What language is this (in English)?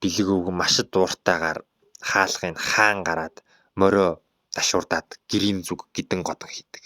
Mongolian